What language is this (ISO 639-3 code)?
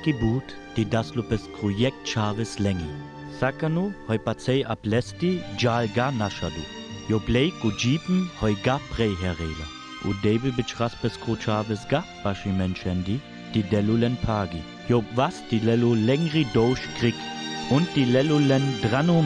rmo